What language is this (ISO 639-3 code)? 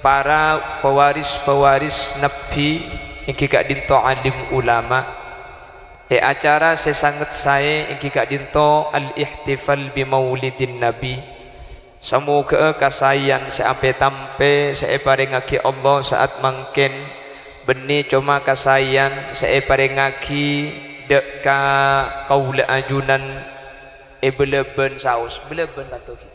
mad